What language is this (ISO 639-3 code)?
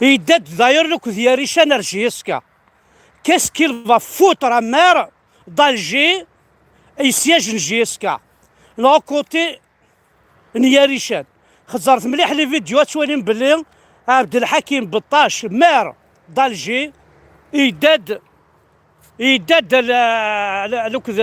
kab